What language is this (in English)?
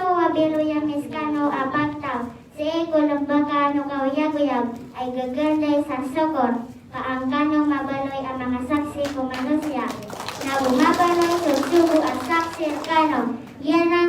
Maranao